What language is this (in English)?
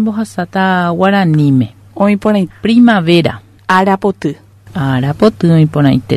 Guarani